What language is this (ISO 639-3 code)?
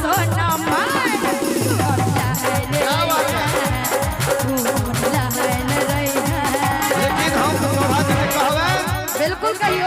mai